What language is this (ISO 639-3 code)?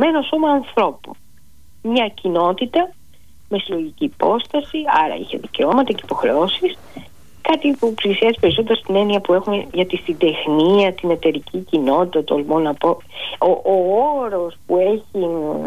ell